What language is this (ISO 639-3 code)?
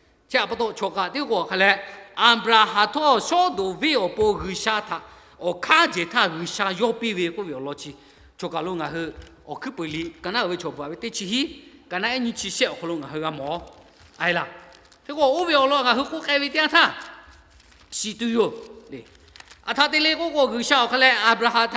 lhu